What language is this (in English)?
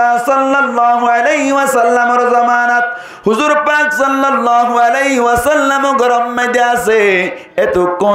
Rohingya